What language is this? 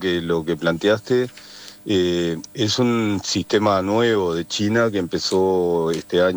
Spanish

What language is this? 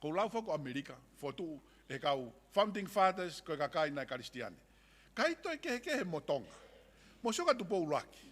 Tongan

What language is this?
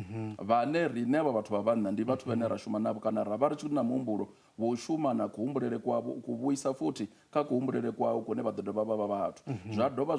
Venda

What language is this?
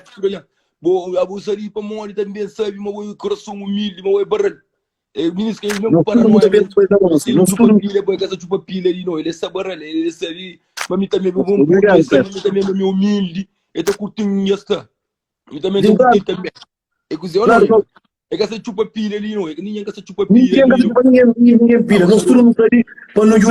Kabuverdianu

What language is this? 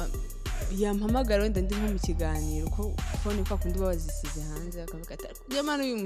Kinyarwanda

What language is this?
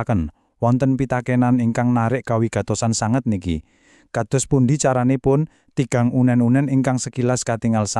Javanese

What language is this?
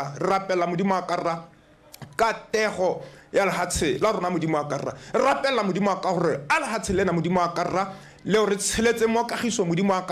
Tswana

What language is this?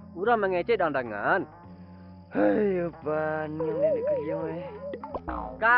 Minangkabau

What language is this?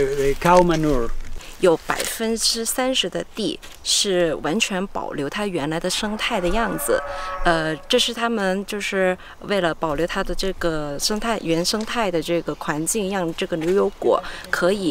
Chinese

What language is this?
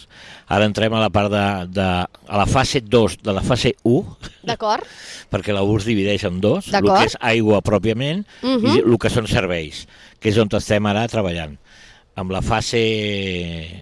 Catalan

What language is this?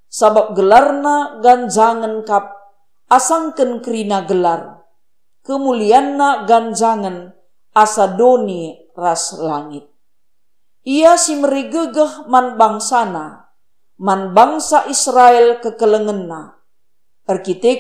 Batak Karo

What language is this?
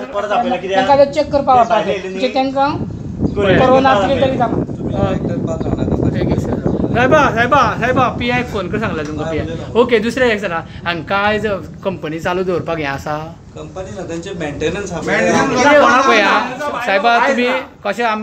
Konkani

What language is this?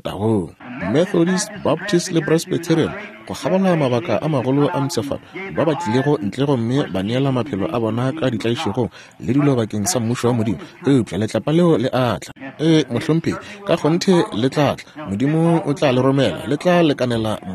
Northern Sotho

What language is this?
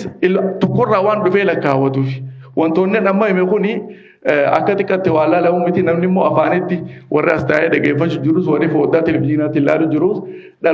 Oromo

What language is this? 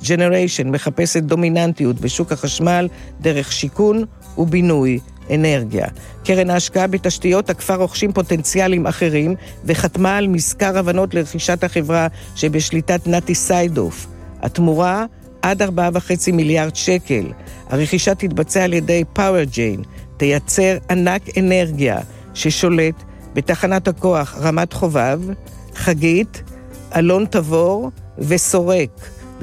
Hebrew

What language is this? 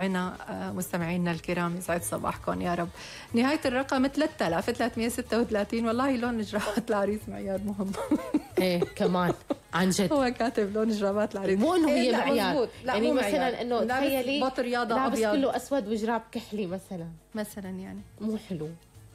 North Levantine Arabic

